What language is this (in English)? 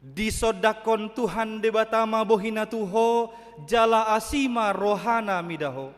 Batak Toba